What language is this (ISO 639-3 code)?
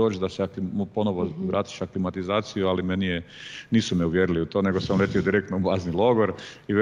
hrv